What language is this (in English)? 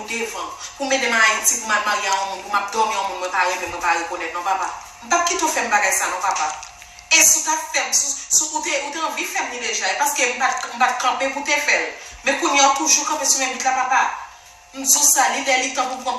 Haitian Creole